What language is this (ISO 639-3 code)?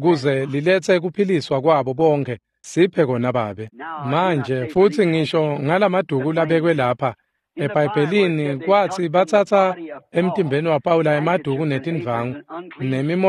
ssw